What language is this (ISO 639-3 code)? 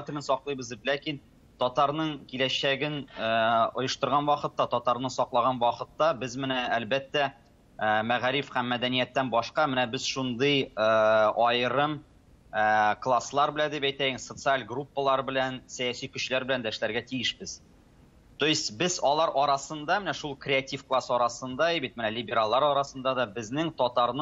tat